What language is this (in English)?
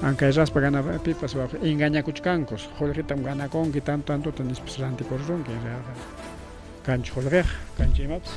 Ayacucho Quechua